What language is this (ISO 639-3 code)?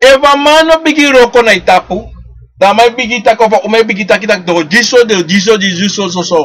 srn